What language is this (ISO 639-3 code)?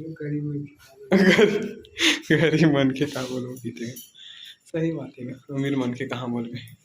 hne